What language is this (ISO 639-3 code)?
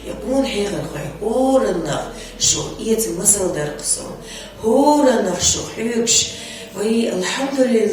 che